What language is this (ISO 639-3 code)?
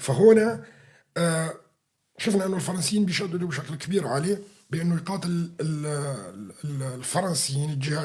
apc